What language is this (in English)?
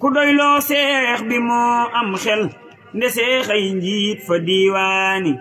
Wolof